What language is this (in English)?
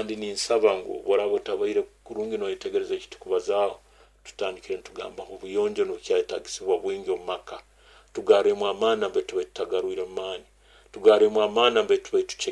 Nyoro